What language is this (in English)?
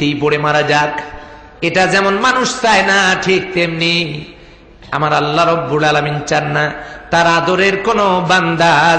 Bangla